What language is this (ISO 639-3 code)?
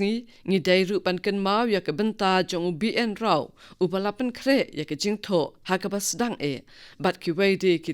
kha